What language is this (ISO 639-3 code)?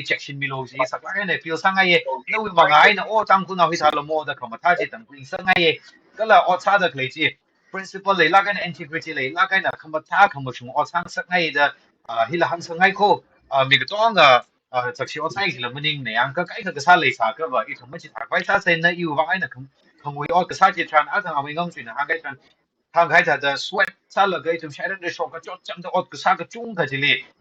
nmf